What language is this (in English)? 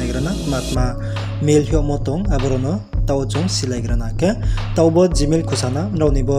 Riang (India)